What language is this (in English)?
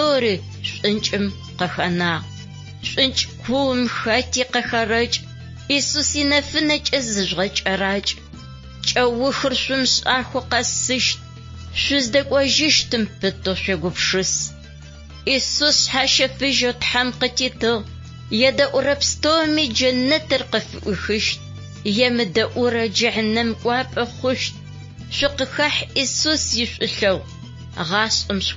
Adyghe